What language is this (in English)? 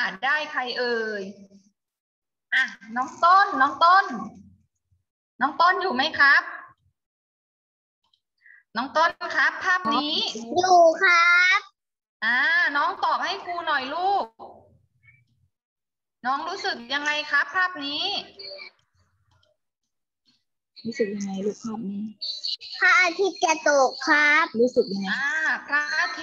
Thai